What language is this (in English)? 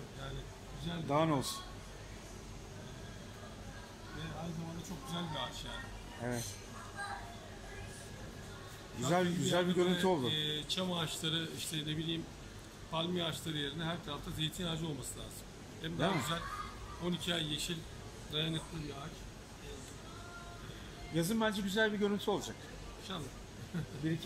Turkish